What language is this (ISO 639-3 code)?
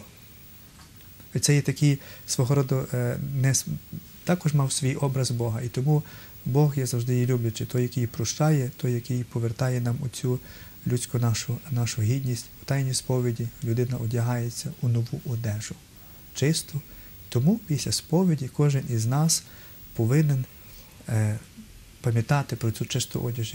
ukr